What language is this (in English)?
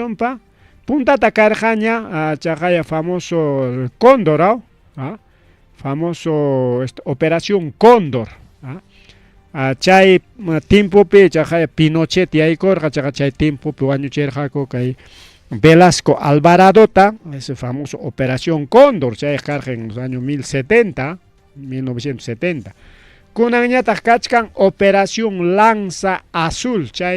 Ayacucho Quechua